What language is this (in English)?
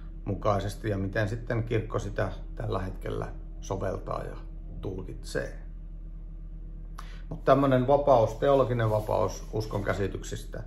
Finnish